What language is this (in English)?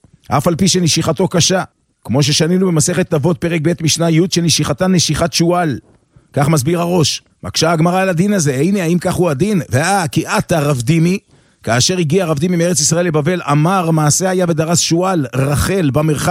Hebrew